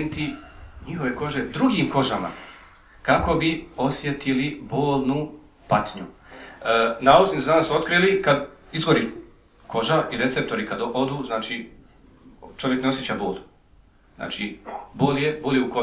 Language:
Bosnian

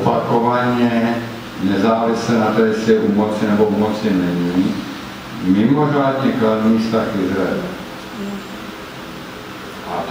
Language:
Czech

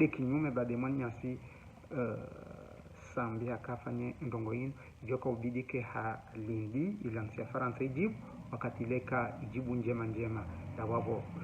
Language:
Ngazidja Comorian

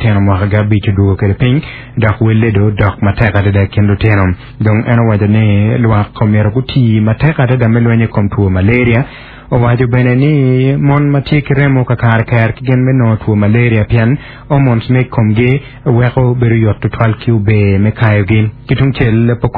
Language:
Acoli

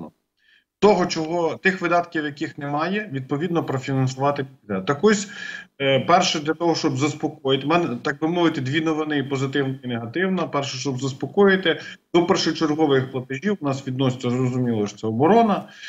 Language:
Ukrainian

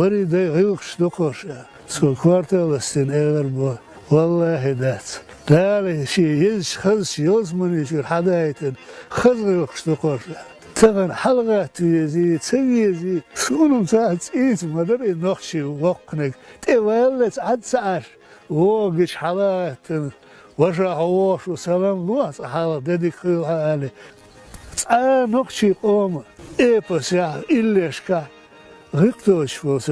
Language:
Chechen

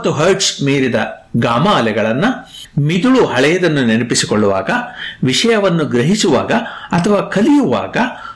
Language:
Kannada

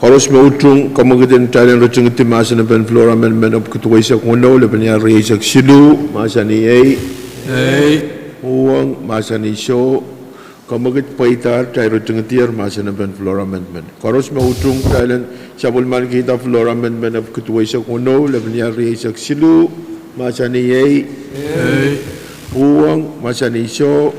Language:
Pohnpeian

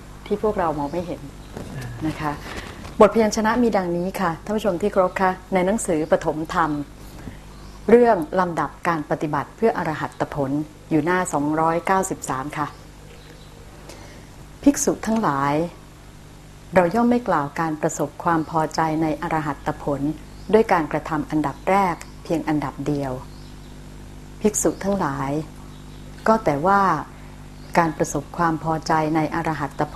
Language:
Thai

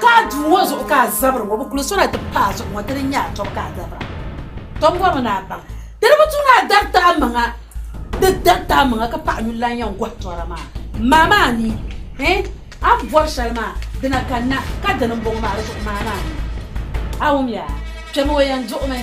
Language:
Dagbani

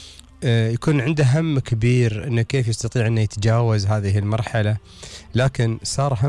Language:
Gulf Arabic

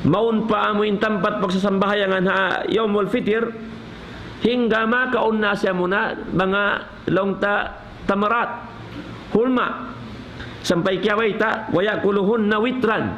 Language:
Tausug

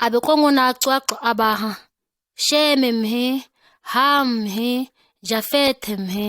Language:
ǁGana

